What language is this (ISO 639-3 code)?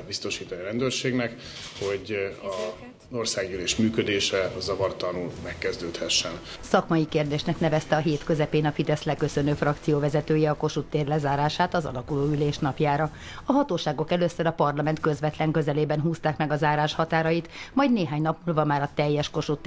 hun